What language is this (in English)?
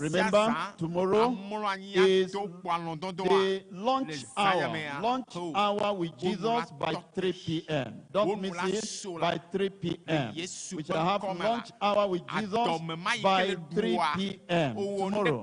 Ewe